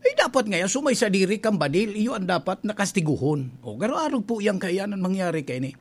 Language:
Bikol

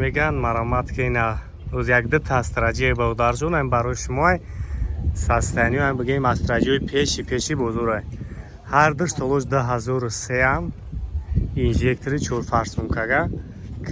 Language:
Tajik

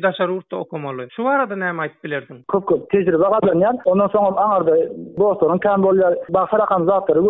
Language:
Turkmen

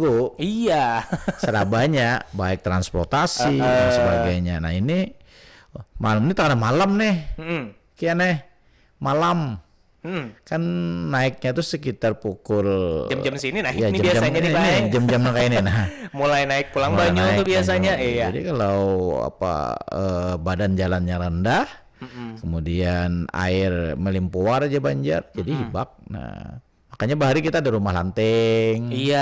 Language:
Banjar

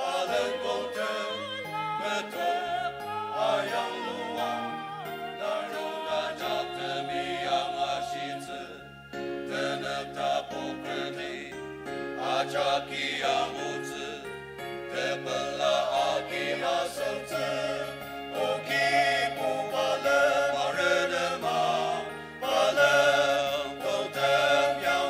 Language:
Ao Naga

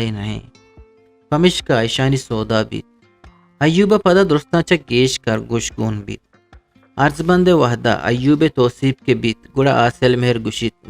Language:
Eastern Balochi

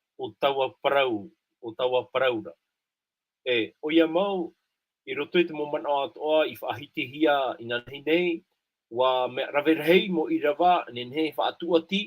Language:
Tahitian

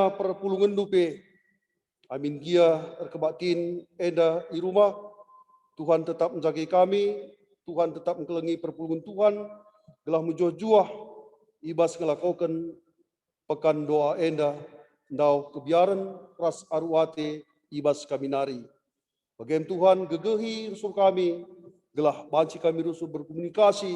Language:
Batak Karo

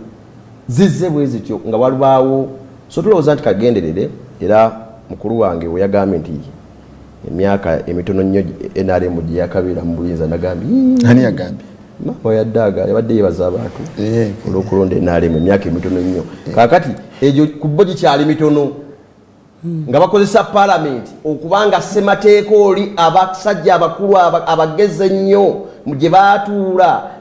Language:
Ganda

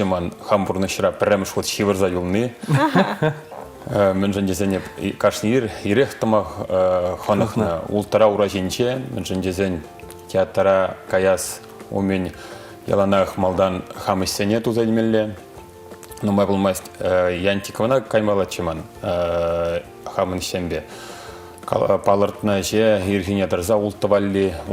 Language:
Chuvash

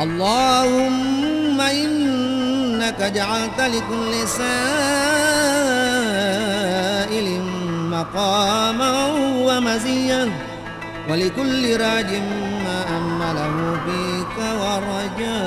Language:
Buginese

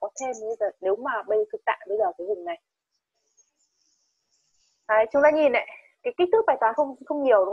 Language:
Vietnamese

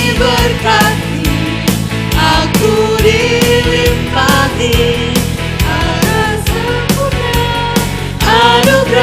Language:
Batak Simalungun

